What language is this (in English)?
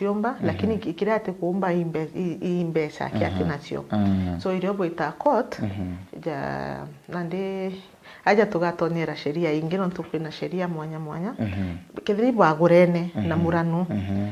Meru